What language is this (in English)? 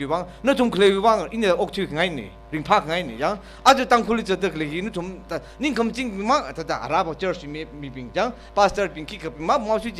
Tangkhul Naga (India)